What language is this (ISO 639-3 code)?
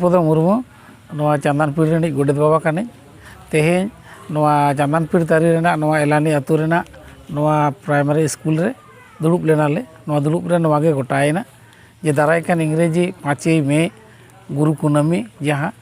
sat